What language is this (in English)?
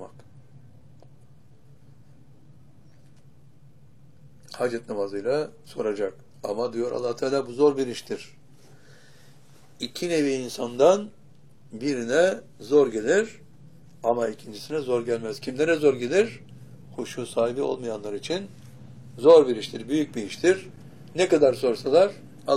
Turkish